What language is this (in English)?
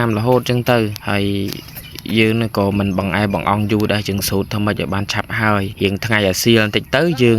Khmer